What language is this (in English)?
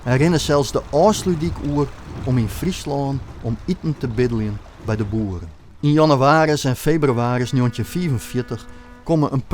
Western Frisian